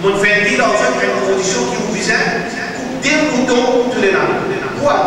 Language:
Morisyen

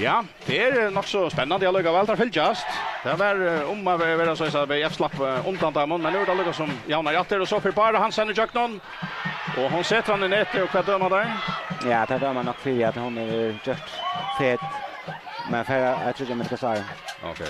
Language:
Faroese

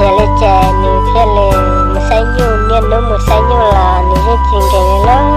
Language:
Hmong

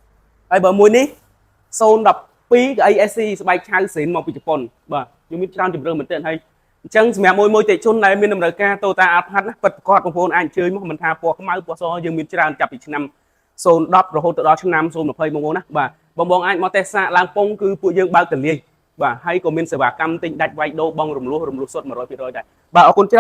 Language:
Khmer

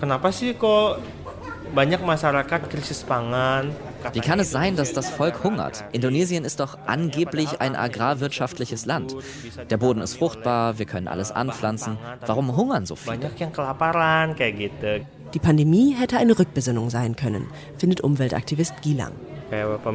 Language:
German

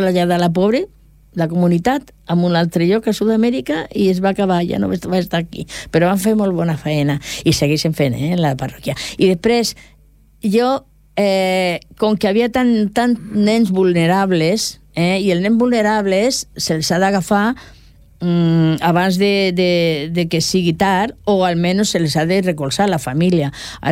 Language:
Catalan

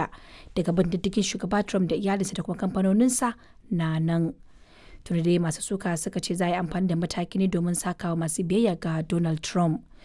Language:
Hausa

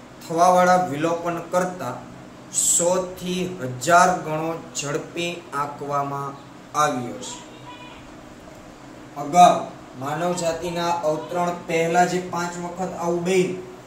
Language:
Gujarati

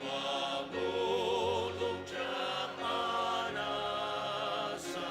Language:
Ao Naga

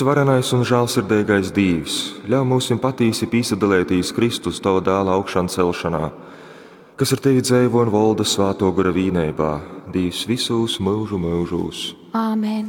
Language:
Latgalian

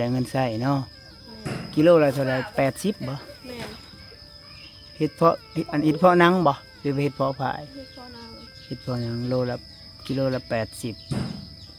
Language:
Lao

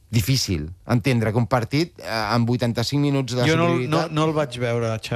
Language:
Catalan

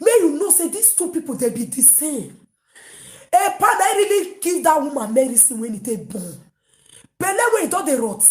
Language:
Nigerian Pidgin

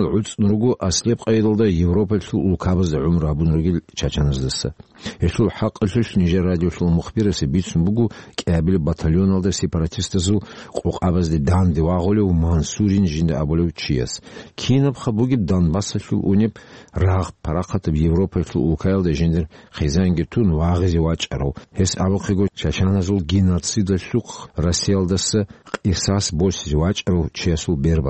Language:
Avaric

